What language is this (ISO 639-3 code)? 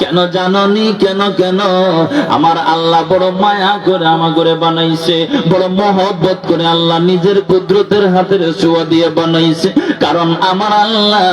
syl